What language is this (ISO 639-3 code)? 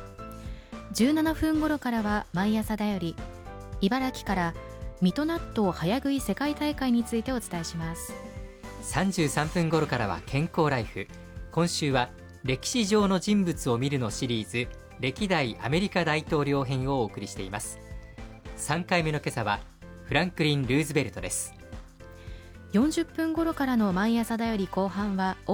jpn